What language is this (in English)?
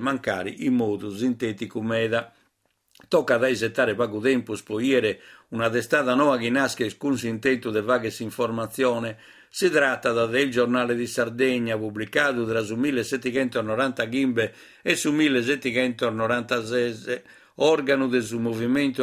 Sardinian